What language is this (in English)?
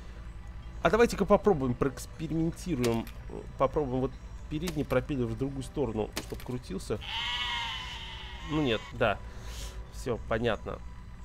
Russian